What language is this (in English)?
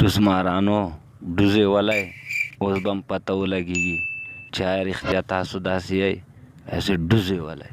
Pashto